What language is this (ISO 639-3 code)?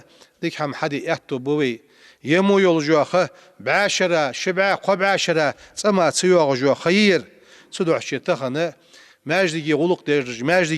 inh